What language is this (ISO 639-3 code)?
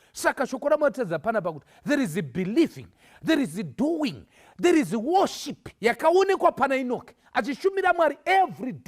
sna